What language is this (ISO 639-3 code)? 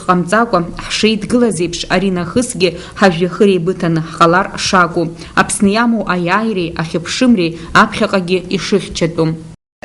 abk